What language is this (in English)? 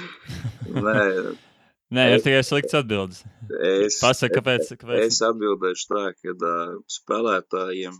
Latvian